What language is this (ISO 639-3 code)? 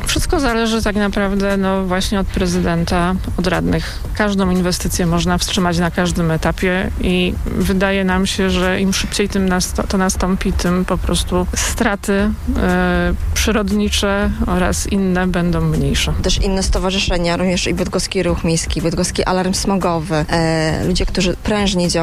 pol